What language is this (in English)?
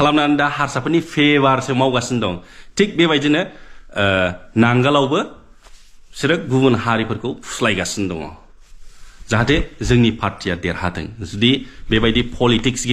Bodo